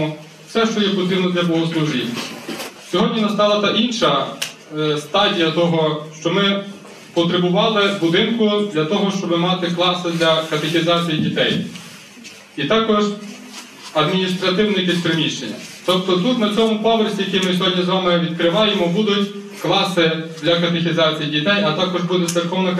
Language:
Ukrainian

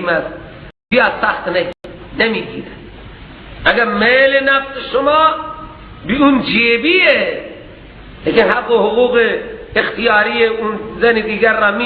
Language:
Persian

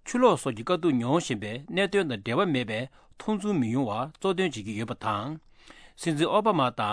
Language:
Tibetan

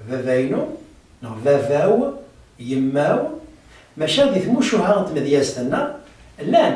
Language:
Kabyle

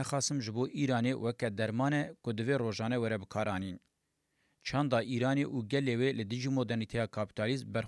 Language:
Kurdish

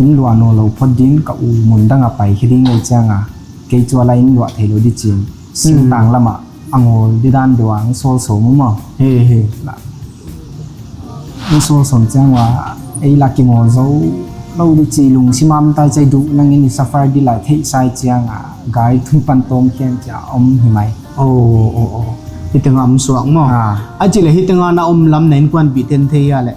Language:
Tedim Chin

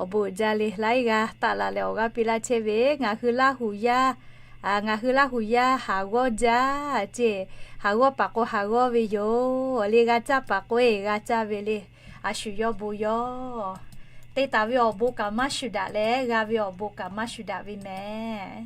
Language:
Lahu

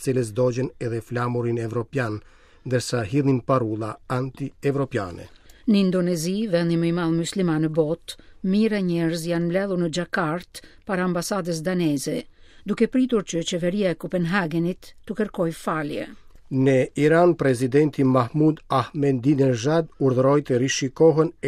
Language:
Albanian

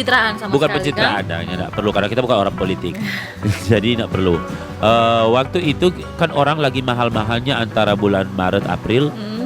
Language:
Manado Malay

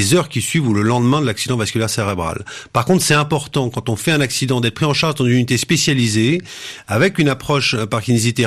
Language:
French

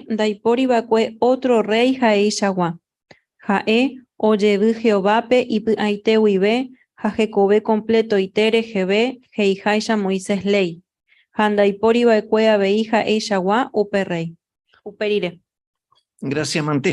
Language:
Guarani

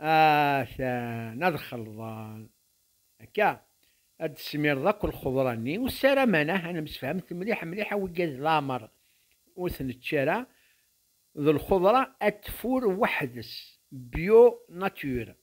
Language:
Kabyle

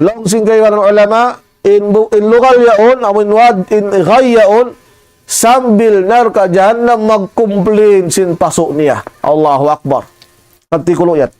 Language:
Tausug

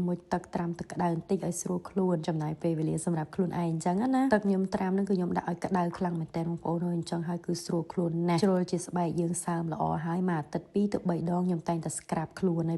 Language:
Khmer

